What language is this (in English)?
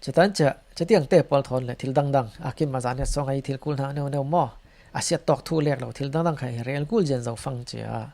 Falam Chin